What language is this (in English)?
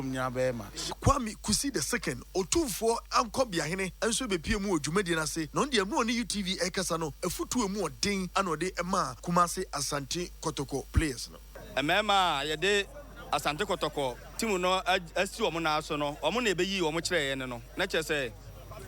Akan